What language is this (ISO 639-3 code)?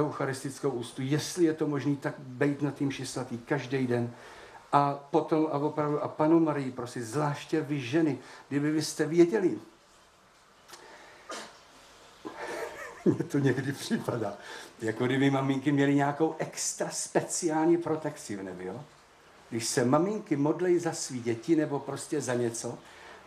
ces